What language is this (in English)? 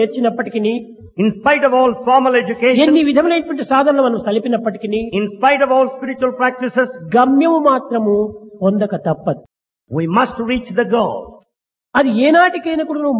Telugu